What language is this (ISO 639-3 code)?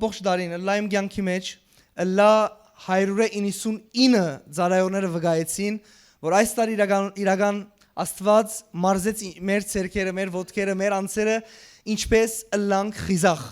hyw